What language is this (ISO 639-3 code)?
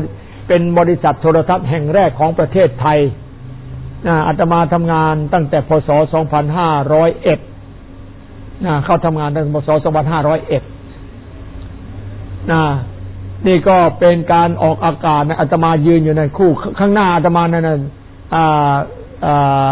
tha